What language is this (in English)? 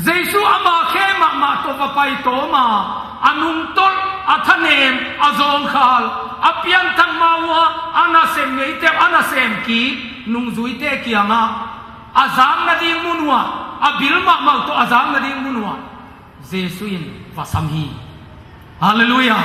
Tedim Chin